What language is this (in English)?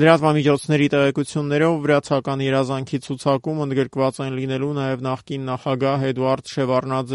Armenian